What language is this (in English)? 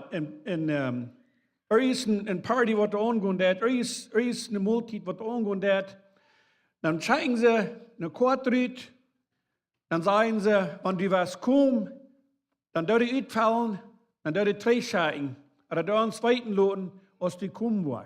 Plautdietsch